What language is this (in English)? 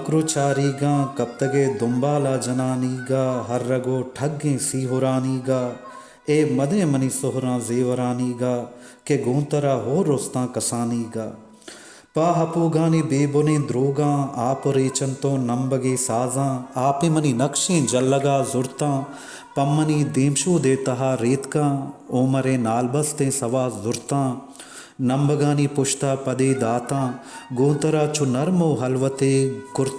Baluchi